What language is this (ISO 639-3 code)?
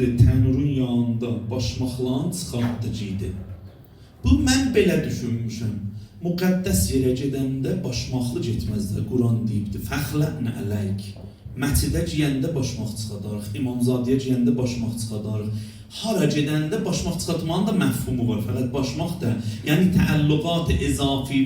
aze